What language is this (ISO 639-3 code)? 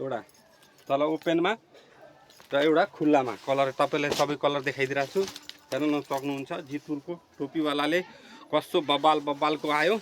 nep